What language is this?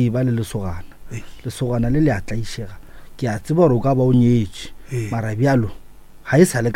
Northern Sotho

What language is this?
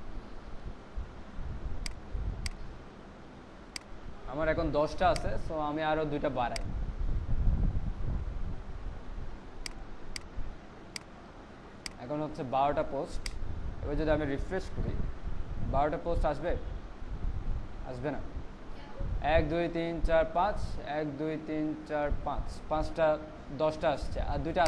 Bangla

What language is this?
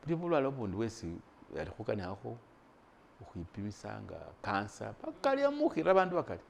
Masaaba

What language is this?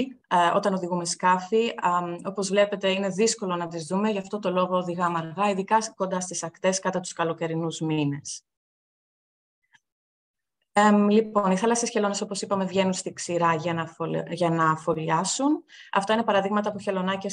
Greek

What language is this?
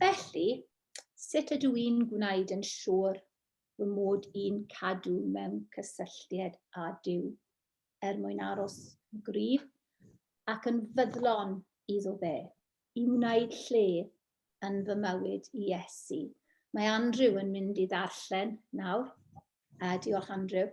Welsh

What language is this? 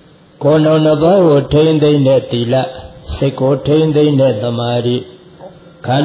Burmese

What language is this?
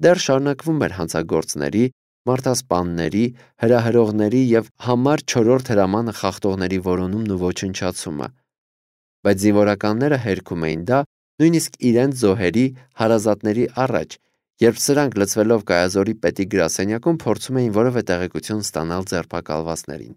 Armenian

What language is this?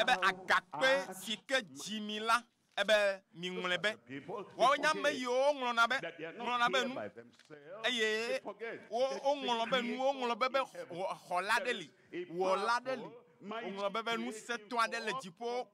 Ewe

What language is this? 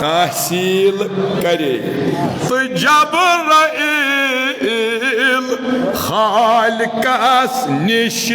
Kashmiri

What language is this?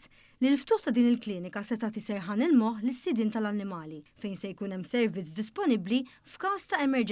Maltese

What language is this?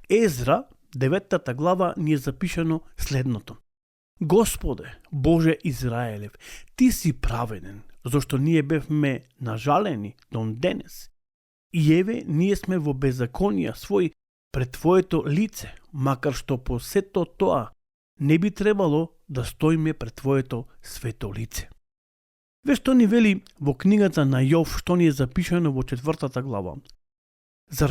Macedonian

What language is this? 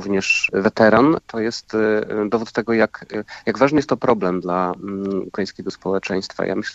Polish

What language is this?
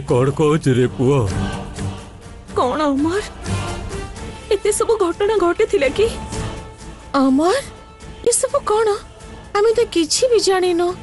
Odia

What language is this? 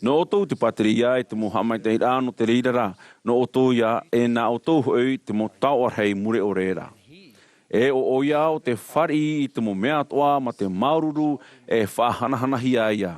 Tahitian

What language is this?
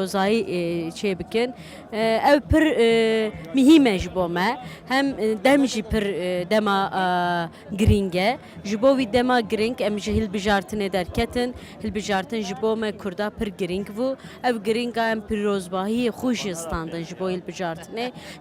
Kurdish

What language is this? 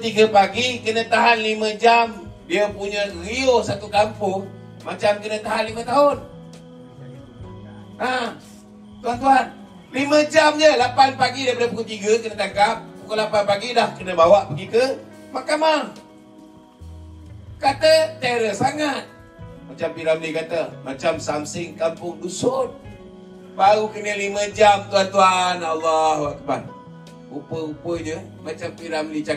Malay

